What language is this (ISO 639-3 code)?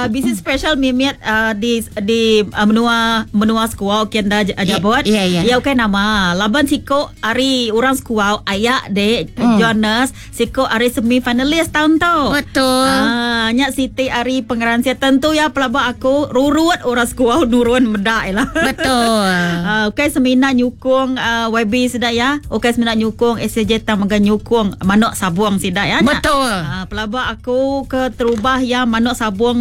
iba